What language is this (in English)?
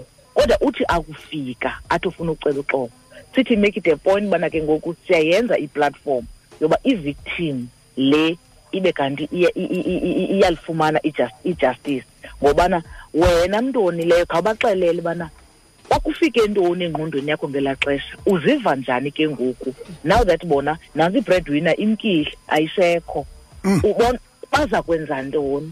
Xhosa